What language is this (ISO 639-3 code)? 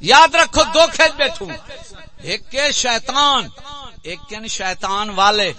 skr